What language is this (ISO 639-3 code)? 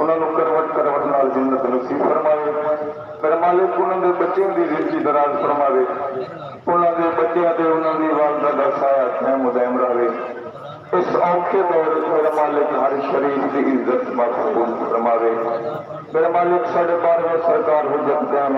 skr